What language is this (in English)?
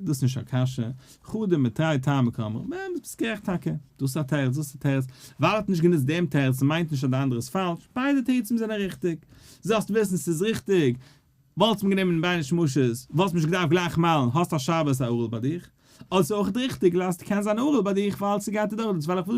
Yiddish